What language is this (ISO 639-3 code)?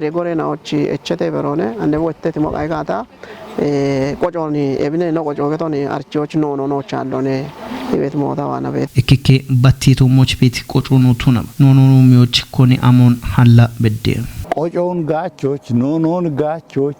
kbr